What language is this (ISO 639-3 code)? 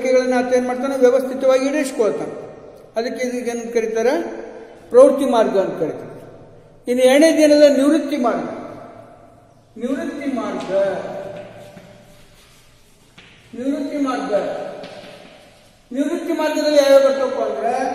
kan